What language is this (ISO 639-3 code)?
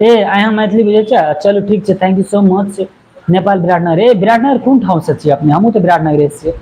mai